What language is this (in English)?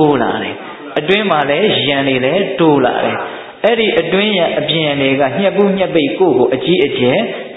Burmese